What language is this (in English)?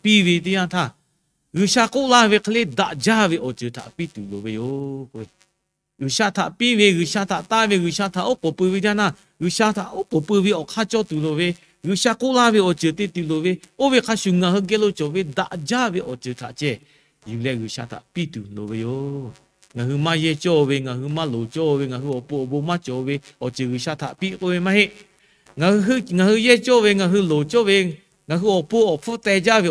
Lahu